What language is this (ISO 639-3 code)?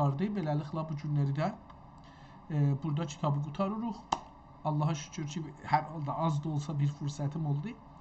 azb